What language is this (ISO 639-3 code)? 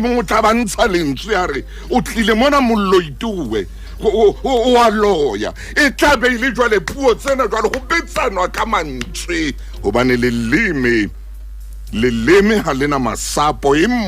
sot